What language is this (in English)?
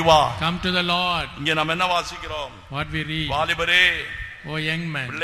Tamil